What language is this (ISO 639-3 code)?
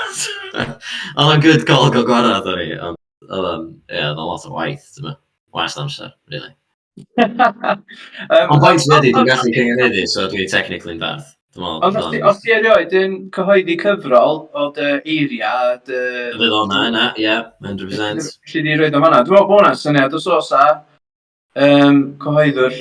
cym